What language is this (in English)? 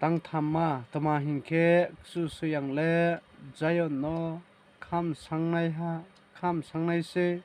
Riang (India)